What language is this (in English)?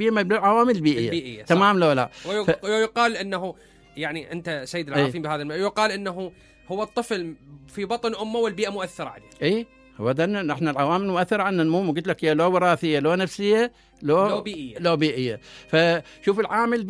Mesopotamian Arabic